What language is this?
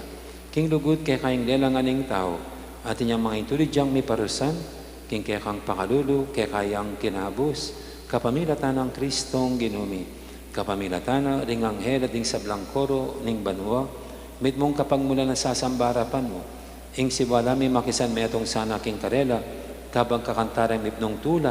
Pampanga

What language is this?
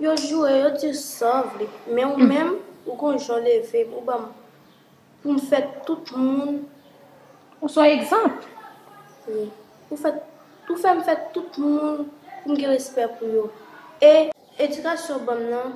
Haitian Creole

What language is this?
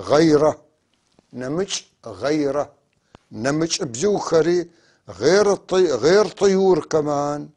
North Levantine Arabic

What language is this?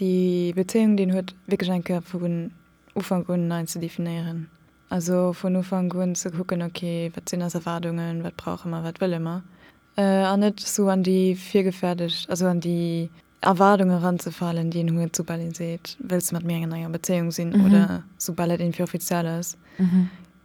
Luxembourgish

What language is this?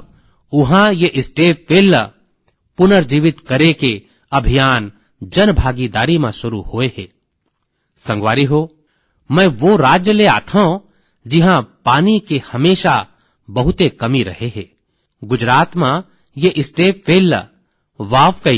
Chhattisgarhi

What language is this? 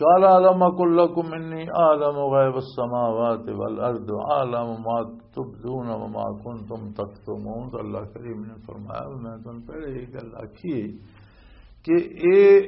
Western Panjabi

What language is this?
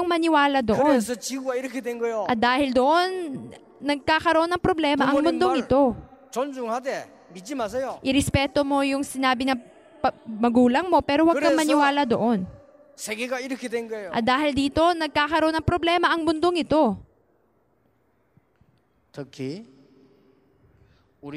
Filipino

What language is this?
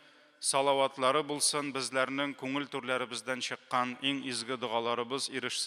Tatar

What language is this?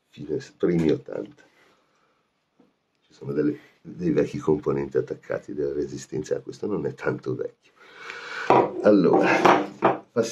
Italian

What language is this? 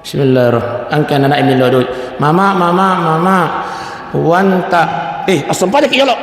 Buginese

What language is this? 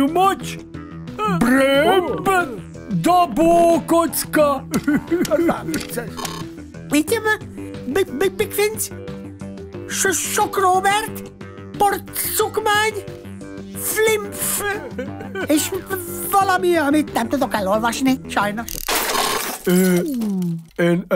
Hungarian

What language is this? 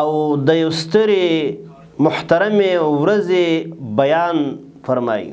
Pashto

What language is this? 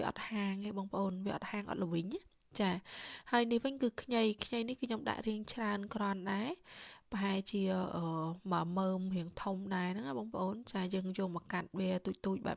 Khmer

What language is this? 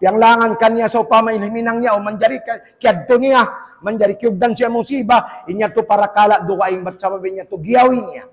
Tausug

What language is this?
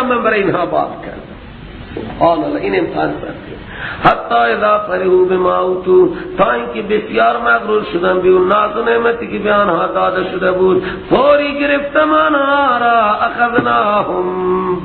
Persian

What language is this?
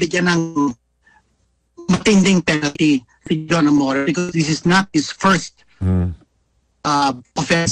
Filipino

